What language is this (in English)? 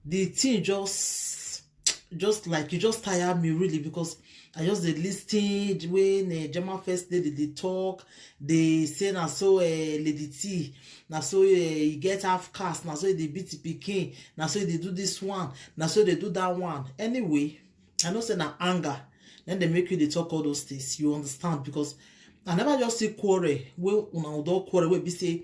Nigerian Pidgin